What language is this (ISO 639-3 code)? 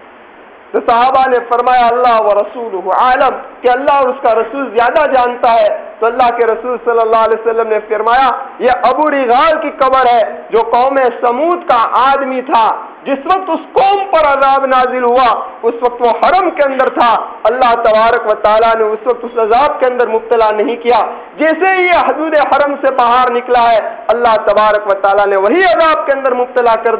urd